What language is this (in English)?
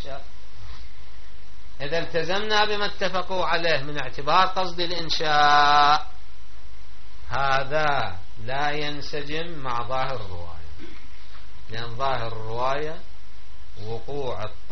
Arabic